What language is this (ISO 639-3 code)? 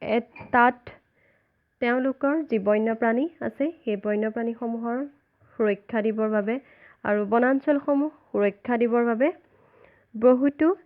asm